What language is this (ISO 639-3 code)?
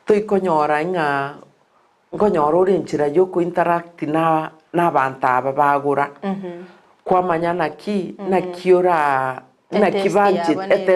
guz